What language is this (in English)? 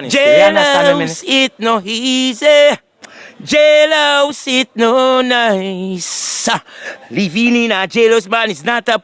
Jamaican Creole English